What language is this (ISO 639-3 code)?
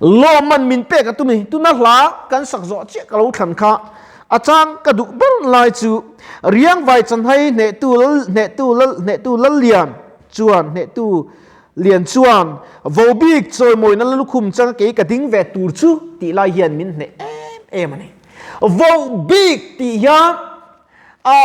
lus